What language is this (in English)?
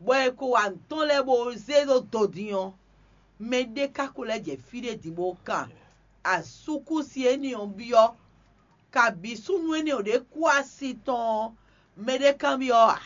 Fon